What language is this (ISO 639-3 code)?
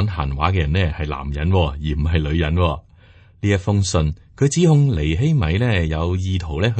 yue